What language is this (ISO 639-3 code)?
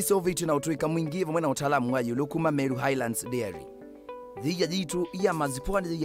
kam